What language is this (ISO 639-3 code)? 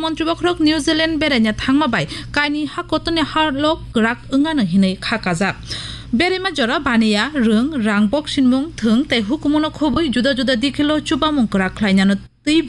trp